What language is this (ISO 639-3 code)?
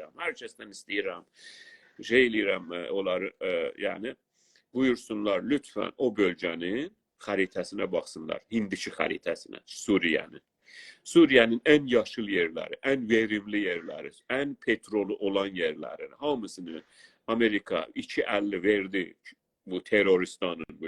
azb